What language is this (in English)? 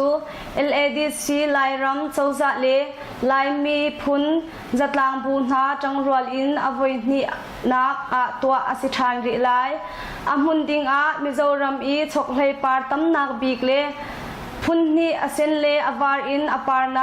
Hakha Chin